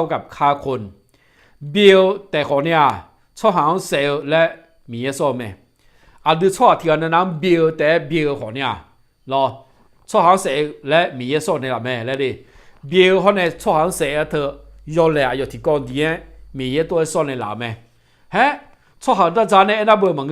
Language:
Akha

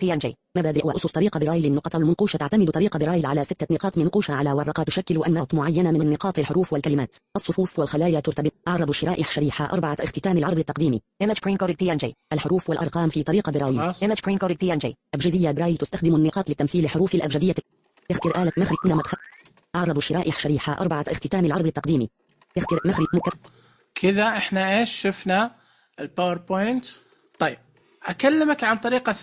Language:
Najdi Arabic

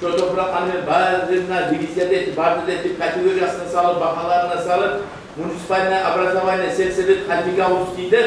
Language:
Kumyk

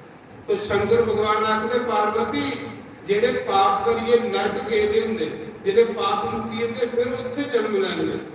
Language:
Dogri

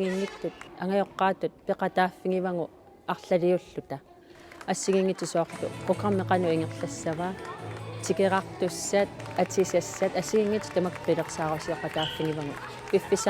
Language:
Kalaallisut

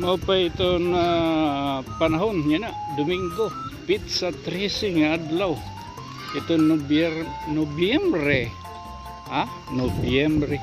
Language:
Waray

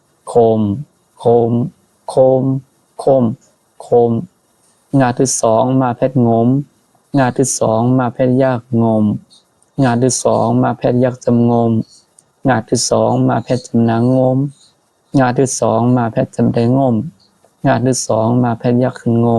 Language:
Shan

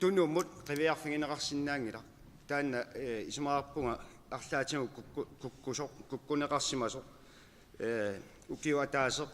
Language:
Kalaallisut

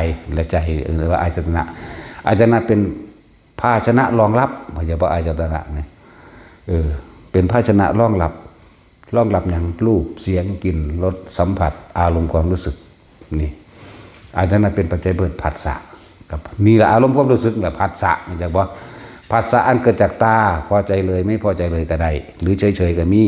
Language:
Northeastern Thai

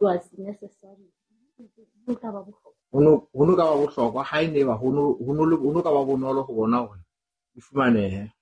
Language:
Southern Sotho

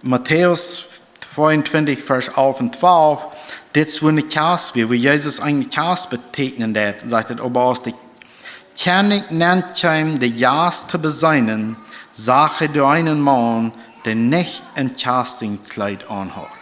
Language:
Plautdietsch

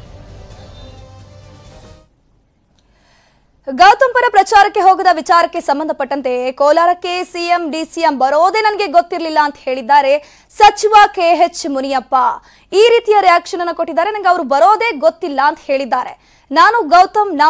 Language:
Kannada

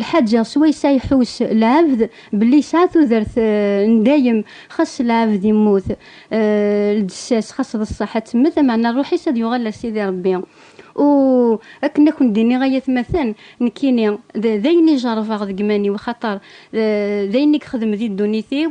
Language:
Kabyle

